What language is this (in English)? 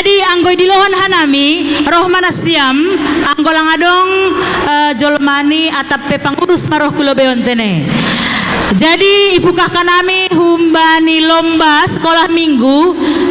Batak Simalungun